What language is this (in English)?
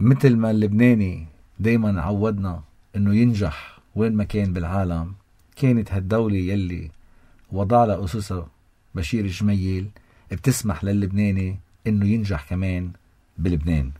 North Levantine Arabic